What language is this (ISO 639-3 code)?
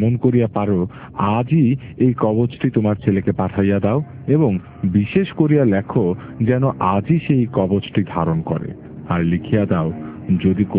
ben